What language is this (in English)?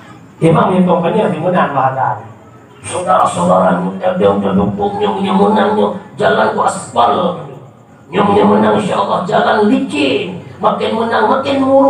Achinese